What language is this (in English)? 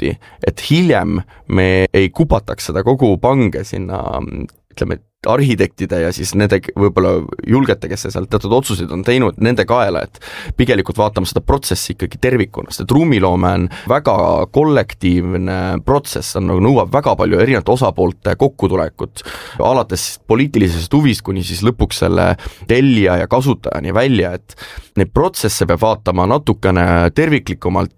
Estonian